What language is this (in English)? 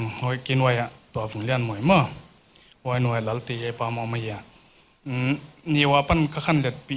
Paite Chin